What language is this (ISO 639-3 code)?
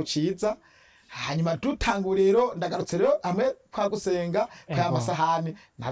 run